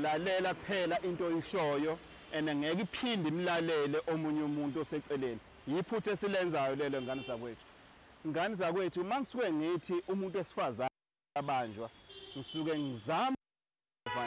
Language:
Zulu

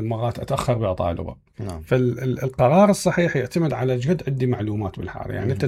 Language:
Mesopotamian Arabic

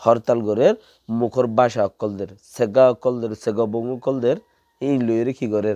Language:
Rohingya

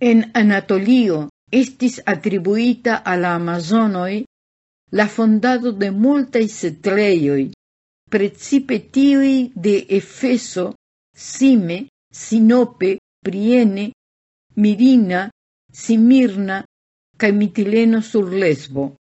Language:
Esperanto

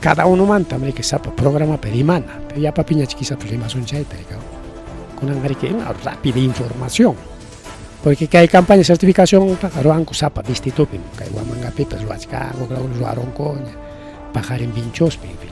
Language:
Ayacucho Quechua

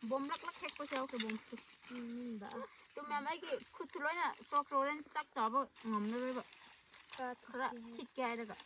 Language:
Manipuri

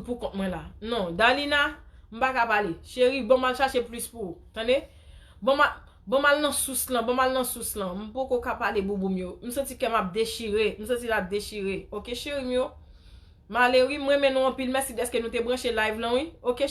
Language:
Haitian Creole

